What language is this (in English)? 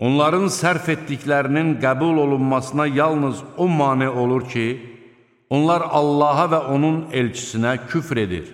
Azerbaijani